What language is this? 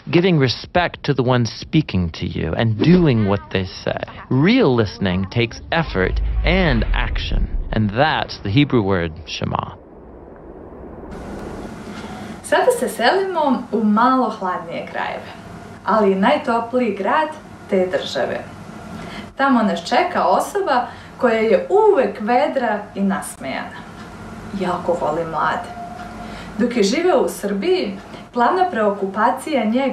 Serbian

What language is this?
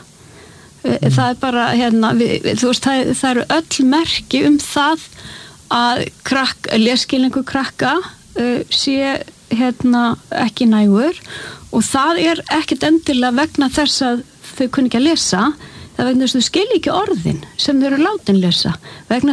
Icelandic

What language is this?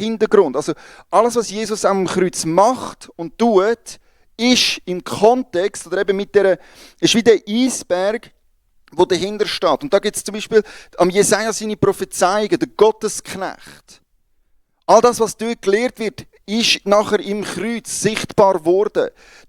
Swiss German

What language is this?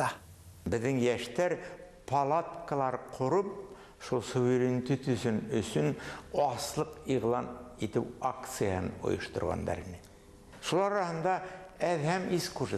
Bashkir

